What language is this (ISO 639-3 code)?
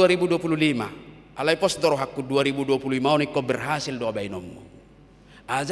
bbc